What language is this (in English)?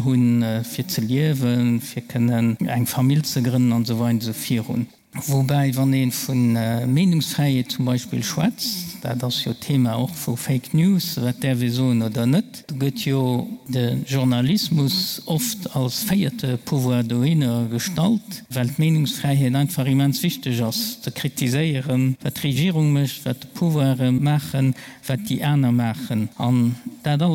Luxembourgish